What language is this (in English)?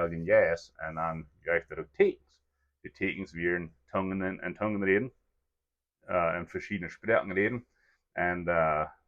Plautdietsch